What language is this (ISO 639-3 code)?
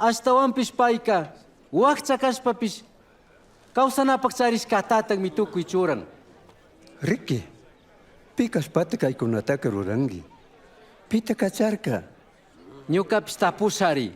qug